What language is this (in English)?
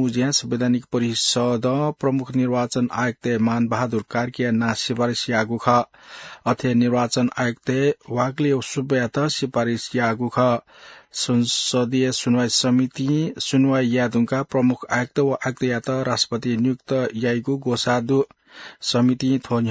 Newari